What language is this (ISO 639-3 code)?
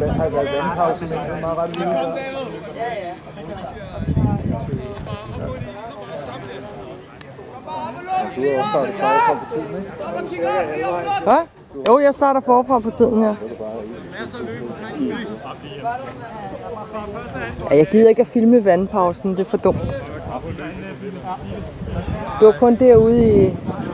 dan